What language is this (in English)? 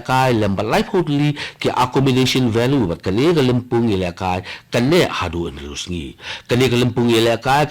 Khasi